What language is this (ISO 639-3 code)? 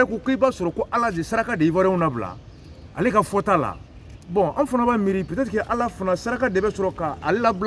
bam